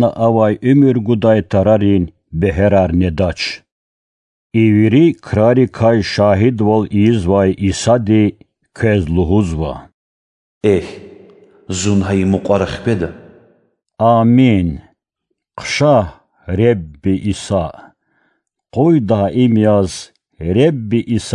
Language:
Azerbaijani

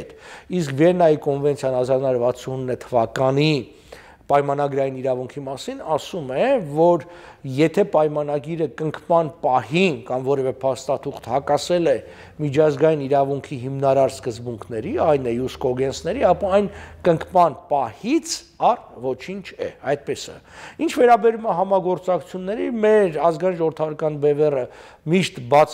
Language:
Armenian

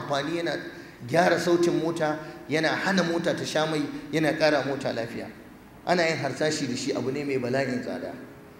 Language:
Hausa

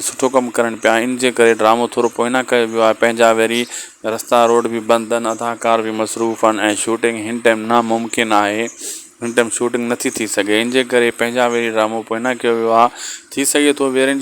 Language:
Sindhi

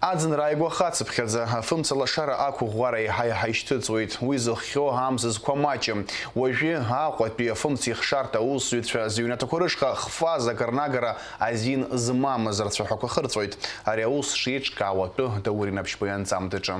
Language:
Abkhazian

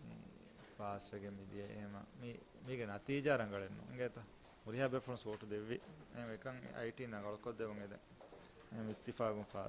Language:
Divehi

